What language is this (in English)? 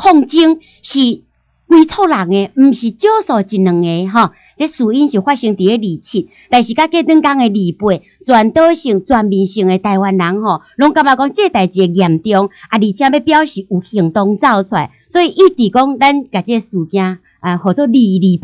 Min Nan Chinese